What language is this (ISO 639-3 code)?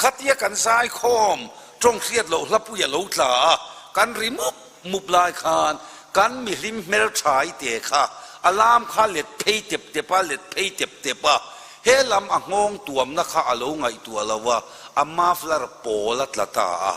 lus